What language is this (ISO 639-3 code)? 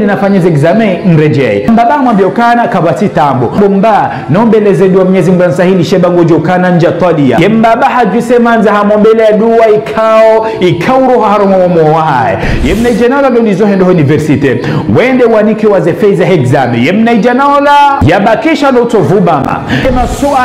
zdj